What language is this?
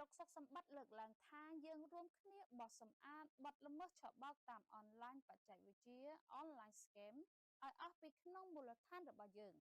Khmer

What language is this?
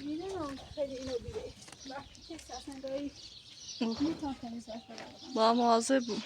Persian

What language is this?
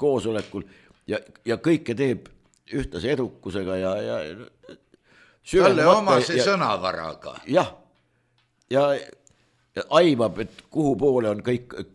Estonian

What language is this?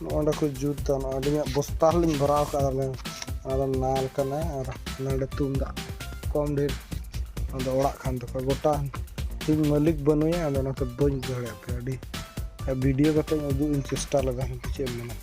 Santali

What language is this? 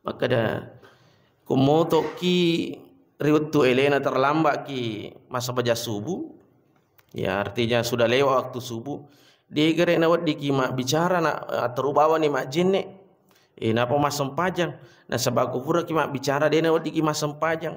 Buginese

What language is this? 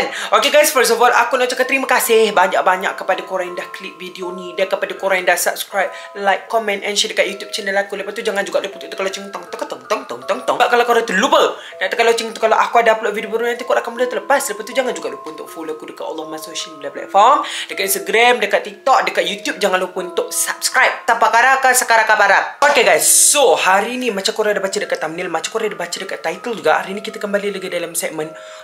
Malay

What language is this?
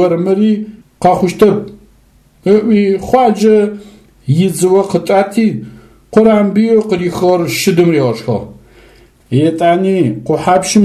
Adyghe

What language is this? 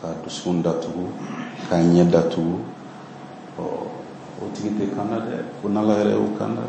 Bambara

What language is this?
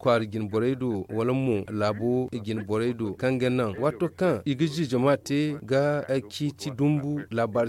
Zarma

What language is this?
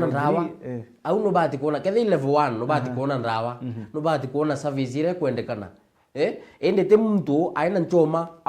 Meru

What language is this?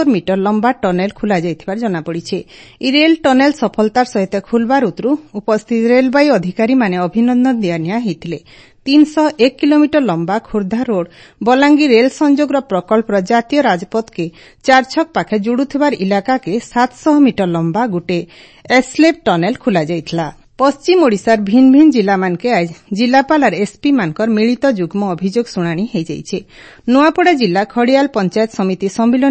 Odia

